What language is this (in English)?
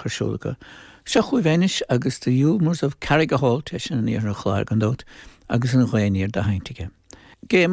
Irish